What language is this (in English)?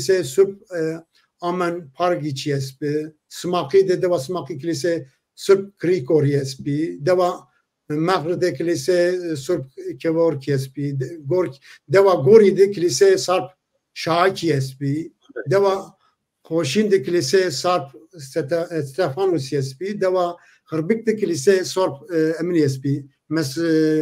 Zaza